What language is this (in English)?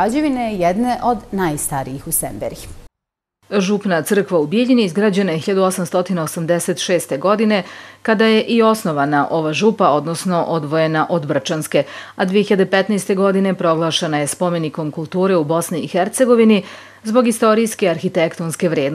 Bosnian